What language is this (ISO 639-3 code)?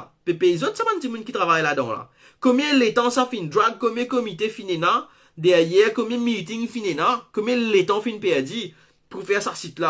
mfe